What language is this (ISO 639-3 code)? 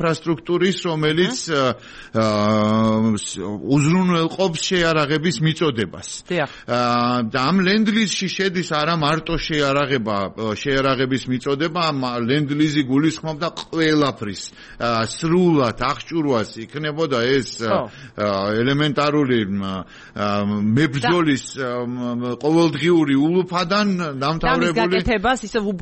kat